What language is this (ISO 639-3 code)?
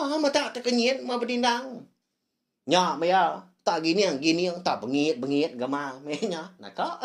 iba